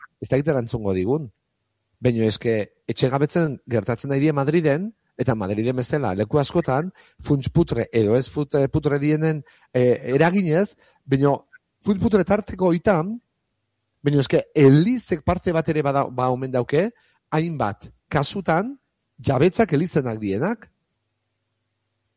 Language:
Basque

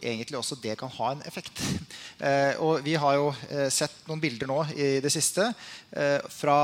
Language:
Norwegian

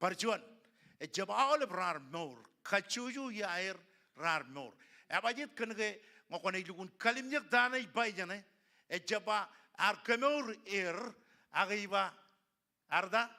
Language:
Marshallese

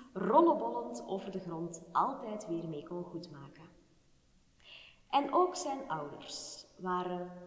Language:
Dutch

